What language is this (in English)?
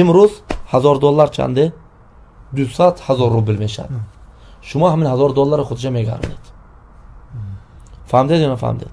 Tajik